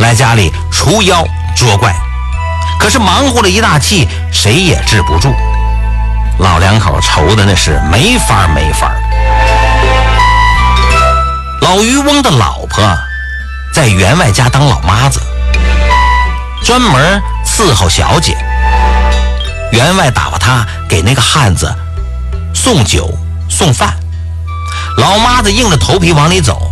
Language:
Chinese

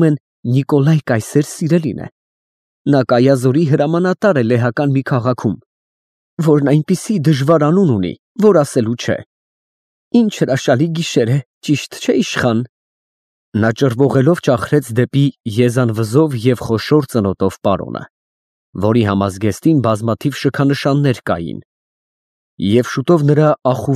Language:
Armenian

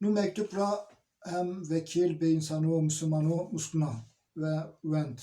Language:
Zaza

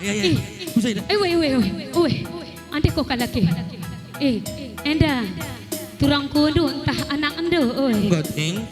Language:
Batak Karo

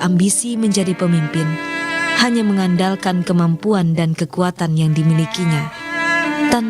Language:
Banjar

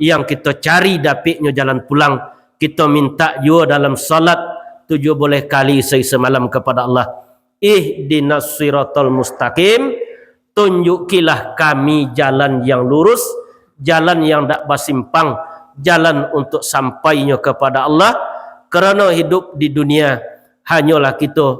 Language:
Minangkabau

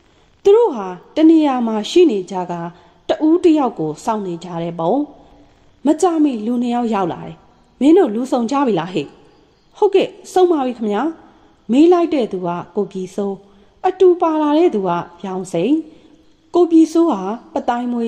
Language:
Burmese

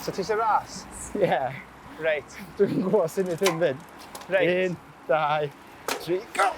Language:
Welsh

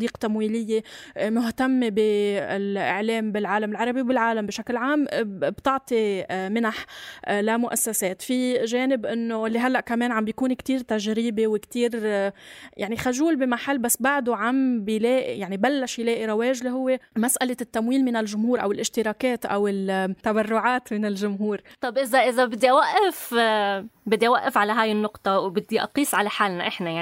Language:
North Levantine Arabic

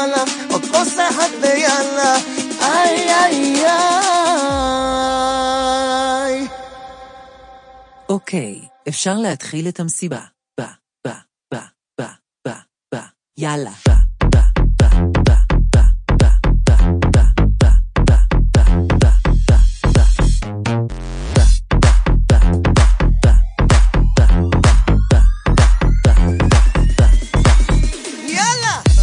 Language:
Hebrew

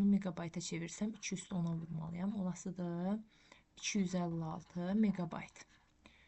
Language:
Azerbaijani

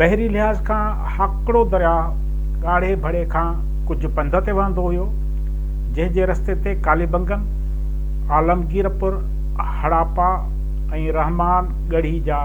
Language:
Sindhi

